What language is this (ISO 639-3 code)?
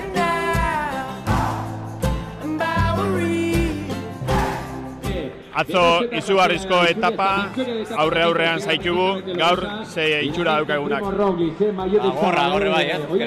eus